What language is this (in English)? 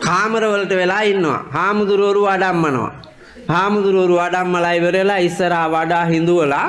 Sinhala